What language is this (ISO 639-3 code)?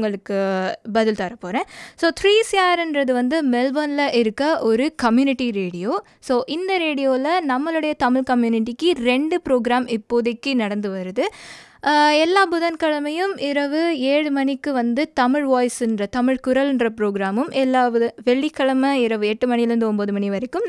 tam